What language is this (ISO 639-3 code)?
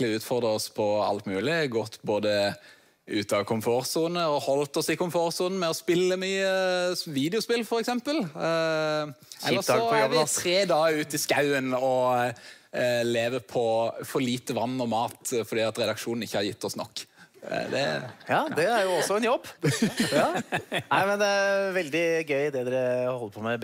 nor